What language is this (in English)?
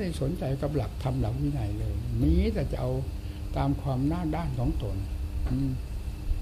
Thai